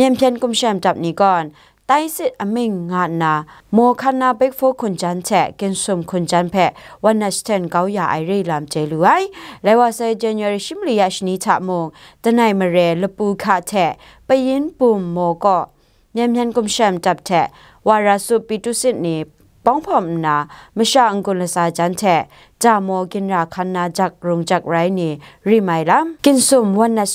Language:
Kachin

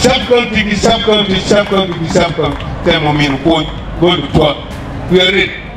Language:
Acoli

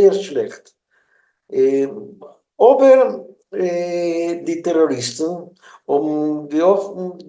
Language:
Yiddish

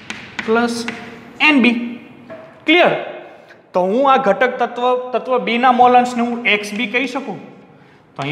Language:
Gujarati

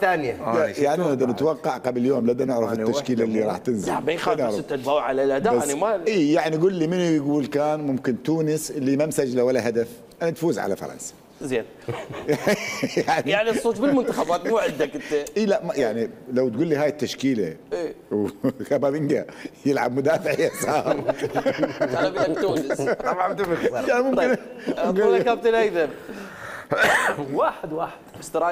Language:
Mesopotamian Arabic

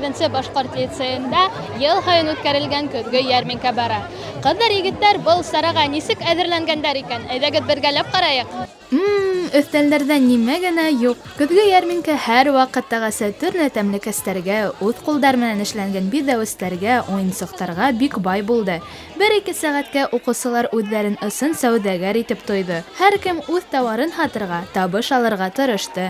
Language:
Bashkir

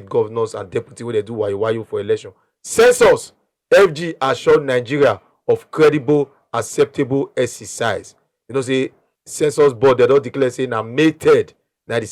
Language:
Nigerian Pidgin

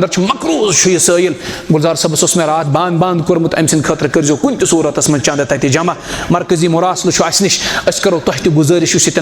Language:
Kashmiri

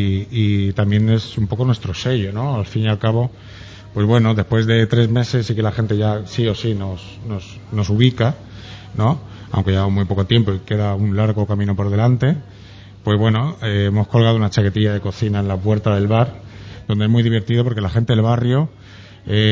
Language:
Spanish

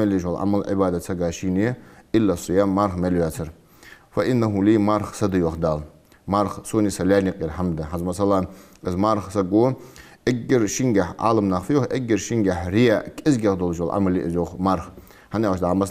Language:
Ingush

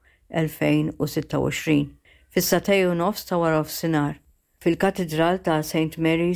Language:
Maltese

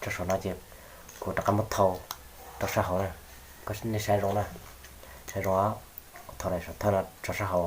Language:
Hmong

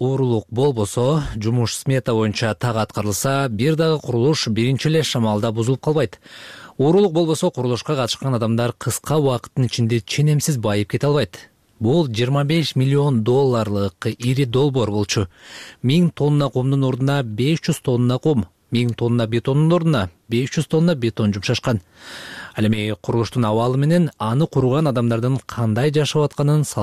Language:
Kyrgyz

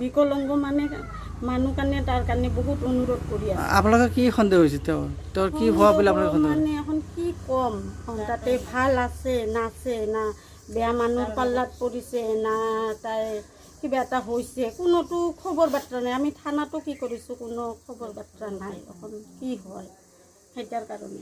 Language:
Assamese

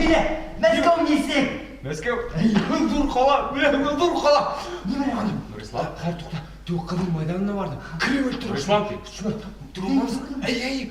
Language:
Bashkir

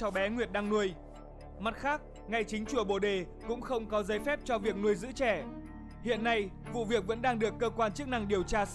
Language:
Vietnamese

